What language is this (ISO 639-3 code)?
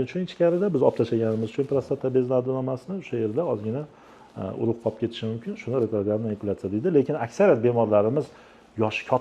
uzb